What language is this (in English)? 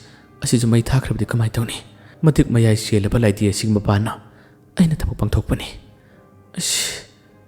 Manipuri